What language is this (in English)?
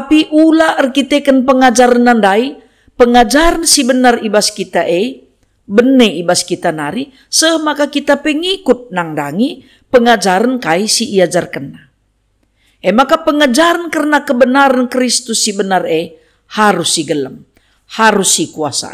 Batak Karo